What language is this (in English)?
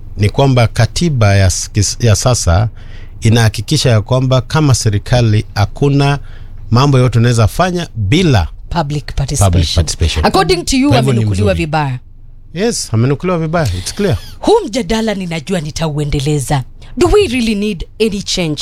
Swahili